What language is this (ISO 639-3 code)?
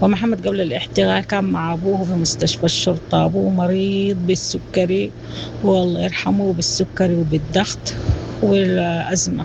apd